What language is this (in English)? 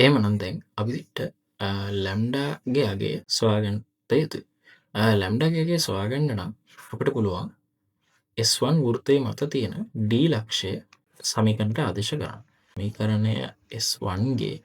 Sinhala